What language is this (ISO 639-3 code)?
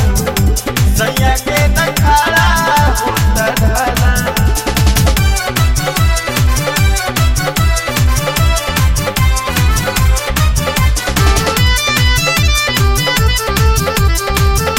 bho